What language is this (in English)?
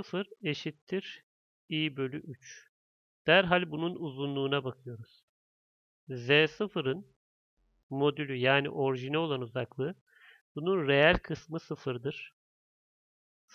Turkish